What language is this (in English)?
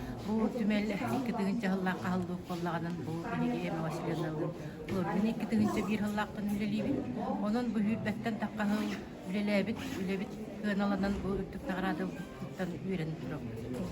Yakut